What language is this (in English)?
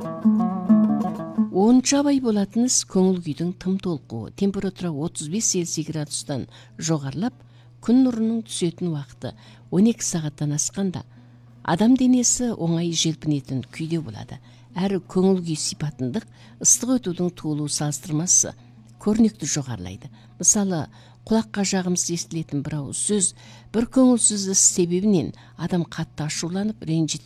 Kazakh